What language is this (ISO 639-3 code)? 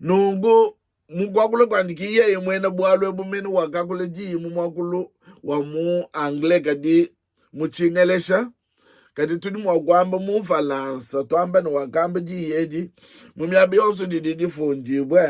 lua